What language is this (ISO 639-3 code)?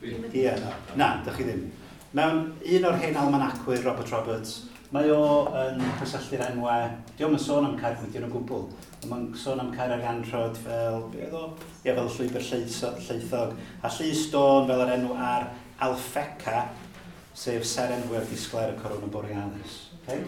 cym